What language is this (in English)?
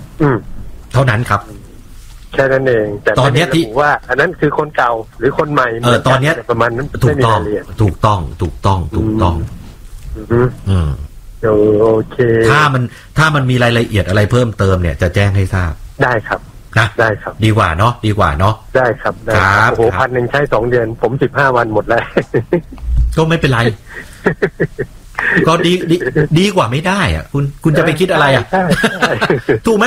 Thai